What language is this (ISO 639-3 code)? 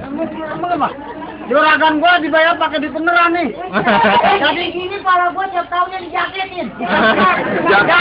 bew